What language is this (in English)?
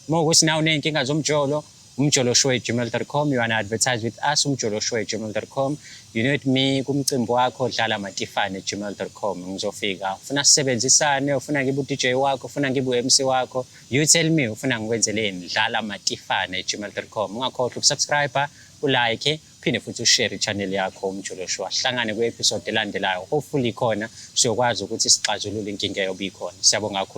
Zulu